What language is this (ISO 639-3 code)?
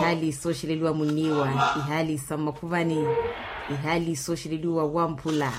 vmw